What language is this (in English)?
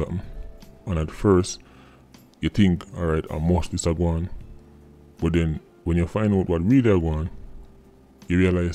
Jamaican Creole English